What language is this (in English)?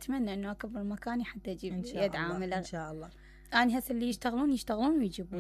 Mesopotamian Arabic